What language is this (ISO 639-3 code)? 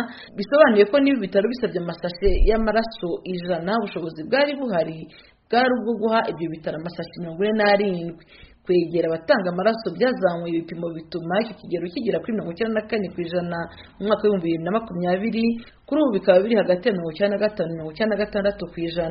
kin